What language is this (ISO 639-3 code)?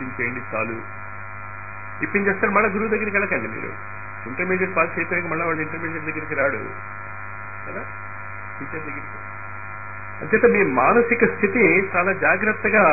tel